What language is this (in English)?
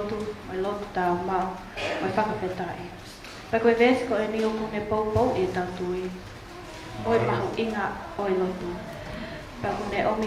Tongan